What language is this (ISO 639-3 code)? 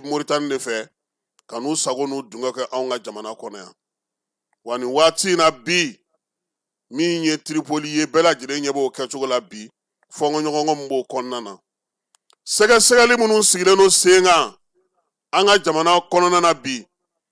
bam